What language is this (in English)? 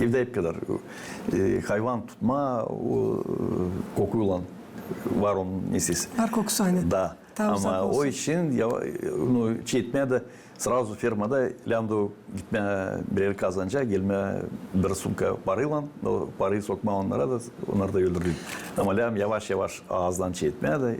Gagauz